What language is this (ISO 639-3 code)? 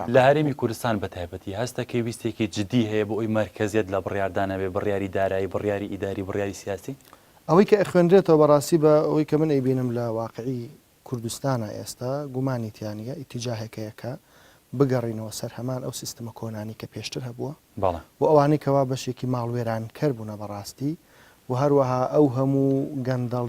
ckb